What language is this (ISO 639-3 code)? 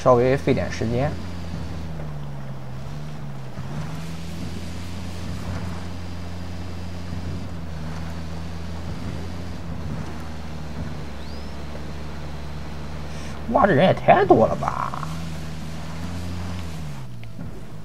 zho